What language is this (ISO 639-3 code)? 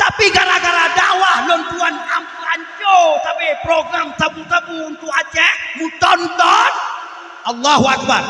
ace